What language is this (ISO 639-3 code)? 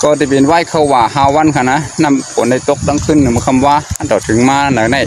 shn